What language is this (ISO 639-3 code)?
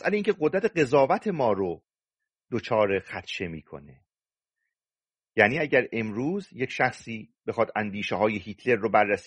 fas